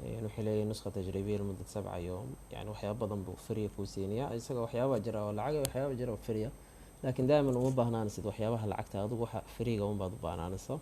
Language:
Somali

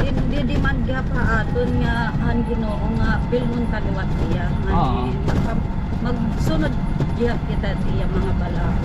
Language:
Waray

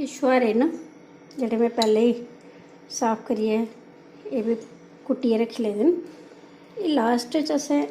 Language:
Dogri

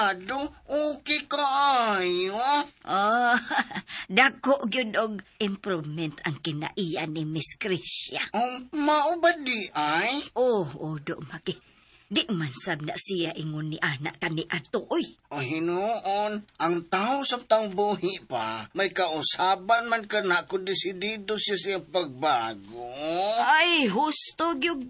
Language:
Cebuano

